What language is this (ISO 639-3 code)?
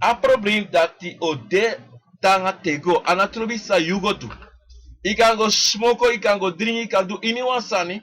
srn